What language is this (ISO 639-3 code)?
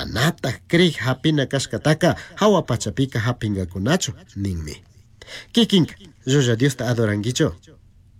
qug